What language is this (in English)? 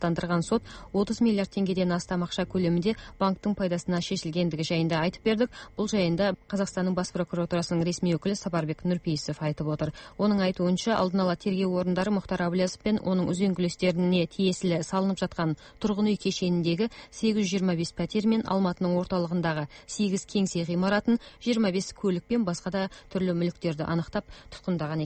Kazakh